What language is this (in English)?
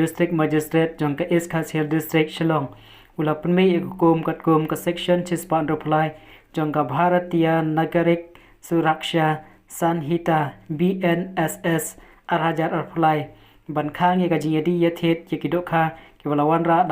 Khasi